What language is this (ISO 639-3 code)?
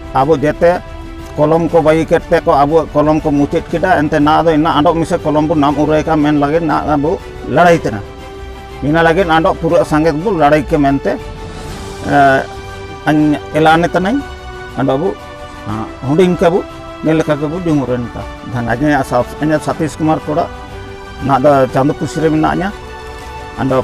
sat